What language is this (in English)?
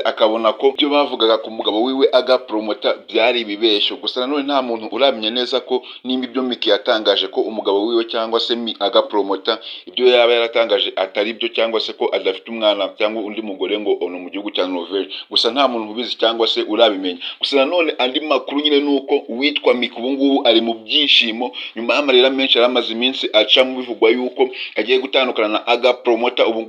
Kinyarwanda